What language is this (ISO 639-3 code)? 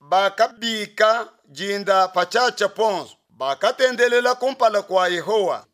lua